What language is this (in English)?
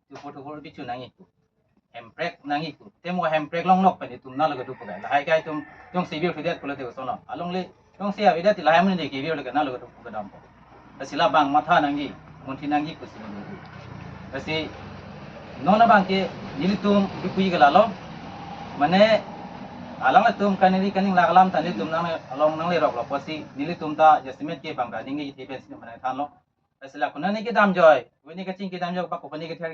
Karbi